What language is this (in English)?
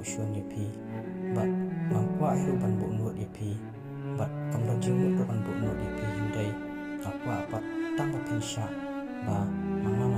Khasi